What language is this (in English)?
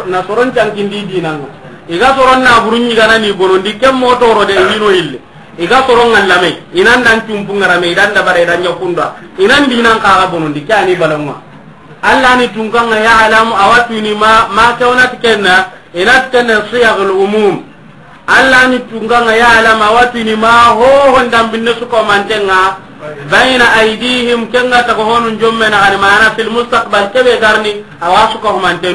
Soninke